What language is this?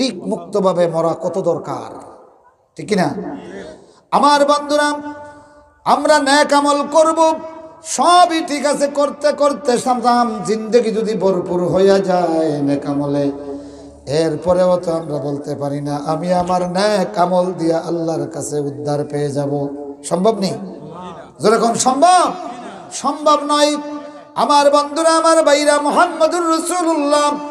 Sylheti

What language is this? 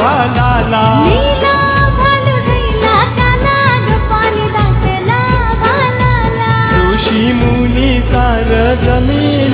Marathi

